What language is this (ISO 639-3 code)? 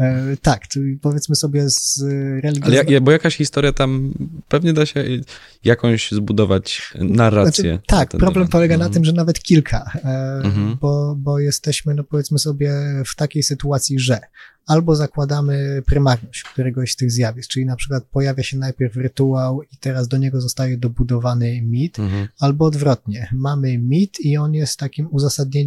pol